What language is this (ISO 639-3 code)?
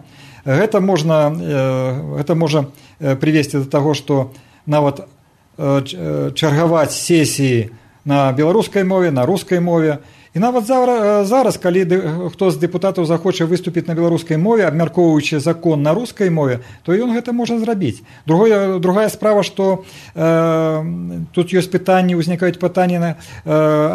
bel